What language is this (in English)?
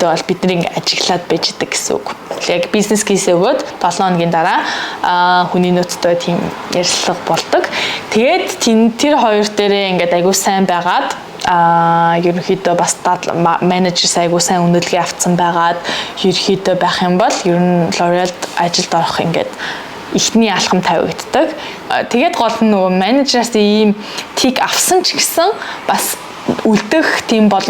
Mongolian